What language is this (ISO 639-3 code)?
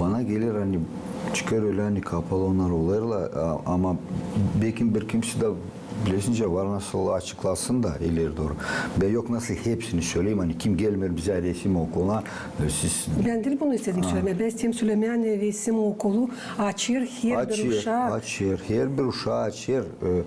gag